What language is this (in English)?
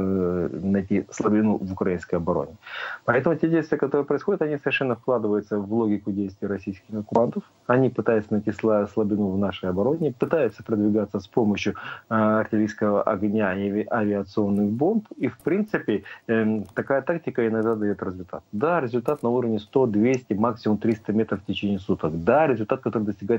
Russian